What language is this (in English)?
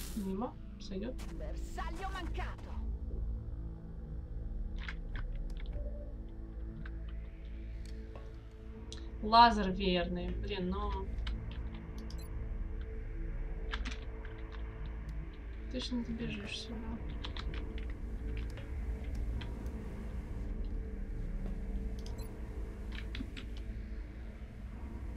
Russian